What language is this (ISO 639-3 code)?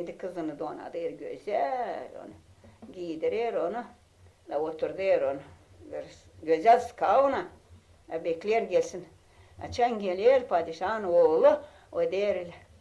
gag